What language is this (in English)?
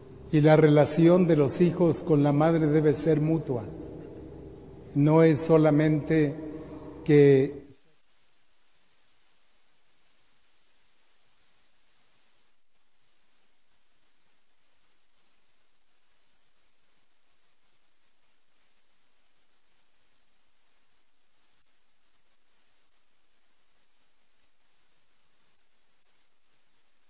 Spanish